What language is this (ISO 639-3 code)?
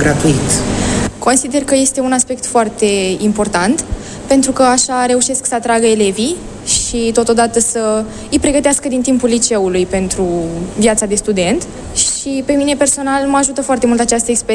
ron